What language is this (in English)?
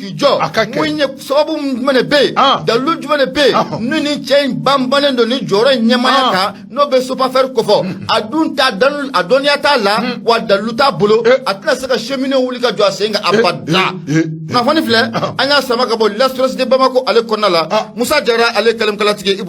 Bambara